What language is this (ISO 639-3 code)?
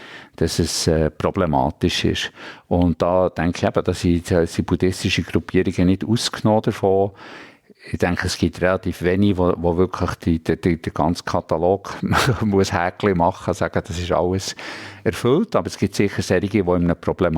gsw